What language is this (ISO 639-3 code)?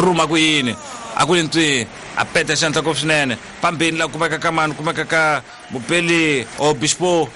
tso